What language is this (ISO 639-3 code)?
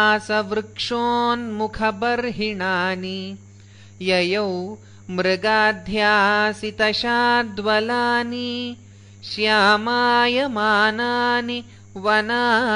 san